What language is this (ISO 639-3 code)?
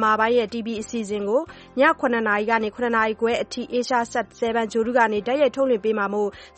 mya